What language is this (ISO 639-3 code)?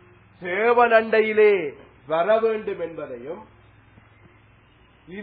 tam